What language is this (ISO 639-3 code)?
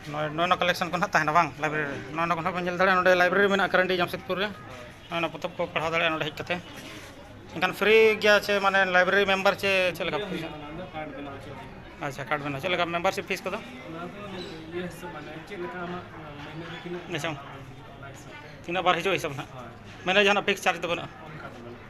sat